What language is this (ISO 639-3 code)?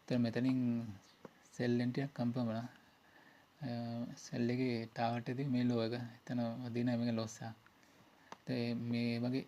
sin